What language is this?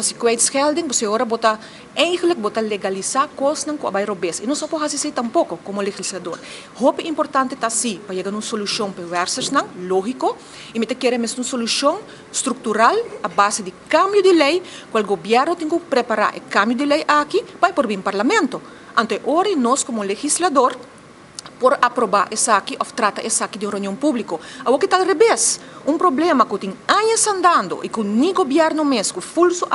Papiamento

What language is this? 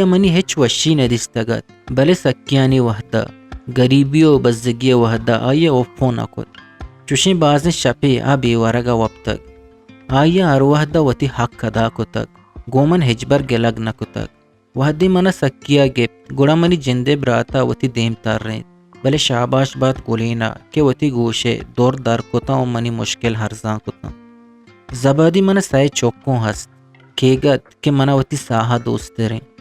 Eastern Balochi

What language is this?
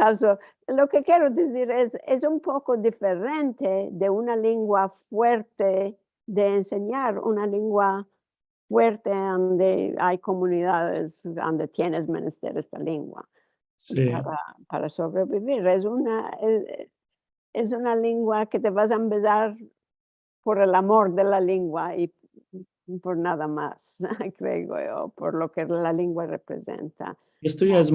Ladino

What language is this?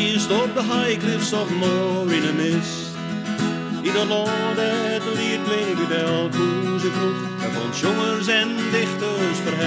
Western Frisian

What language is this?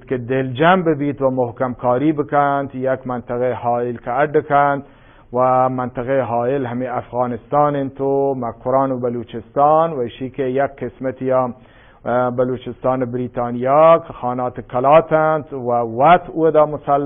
Eastern Balochi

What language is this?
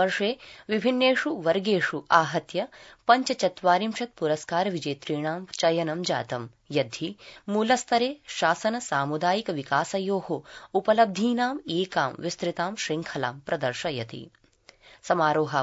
Sanskrit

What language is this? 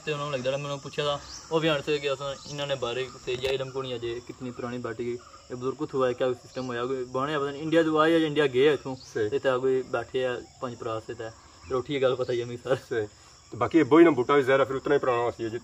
Pahari-Potwari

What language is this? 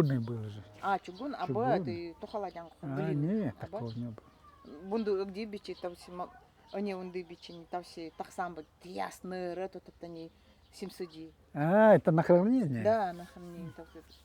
Nanai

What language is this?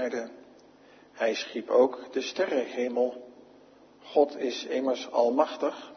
Dutch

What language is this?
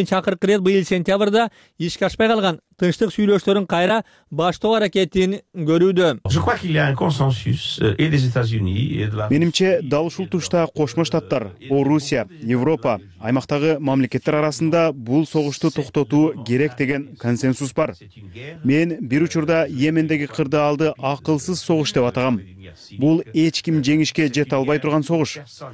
Kyrgyz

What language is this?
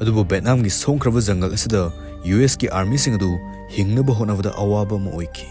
Manipuri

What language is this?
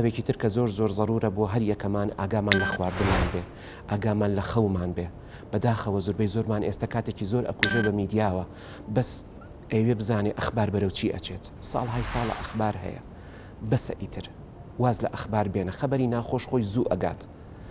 Central Kurdish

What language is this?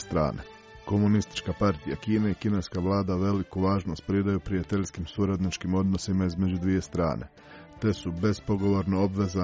Croatian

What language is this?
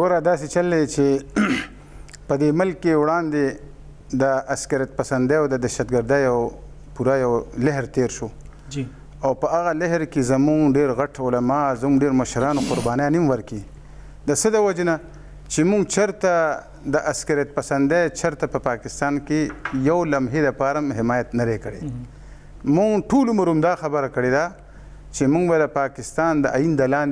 Pashto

